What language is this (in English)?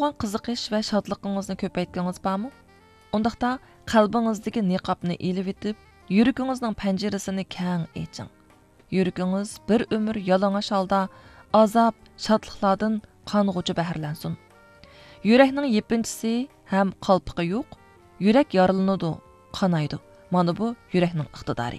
Uyghur